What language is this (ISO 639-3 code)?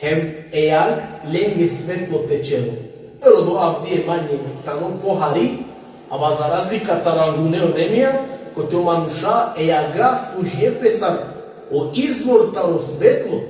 rmn